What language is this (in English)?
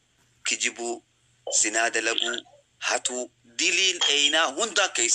Oromo